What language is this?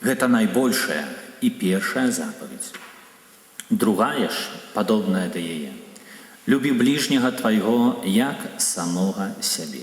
Belarusian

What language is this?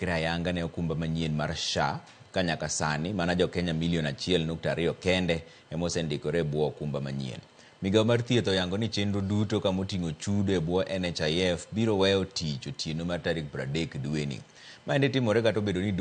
Luo (Kenya and Tanzania)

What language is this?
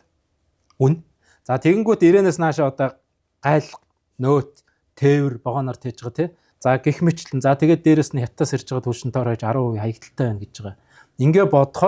Mongolian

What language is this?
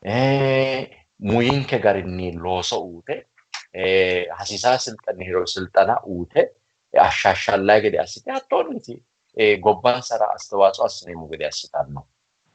Sidamo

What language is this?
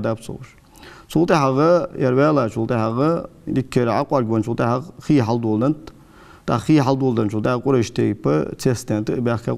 Ingush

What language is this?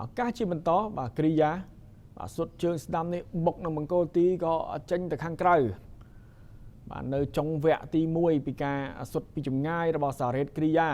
Khmer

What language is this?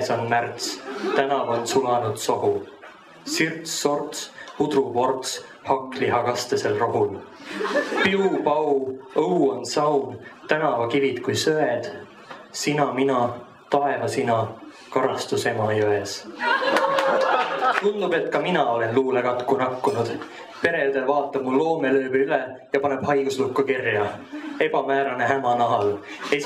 Estonian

